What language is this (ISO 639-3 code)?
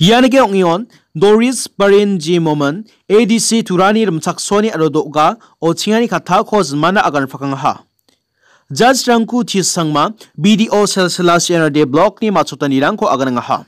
grt